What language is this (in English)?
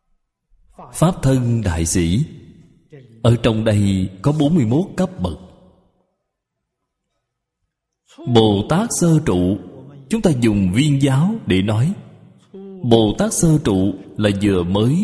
Vietnamese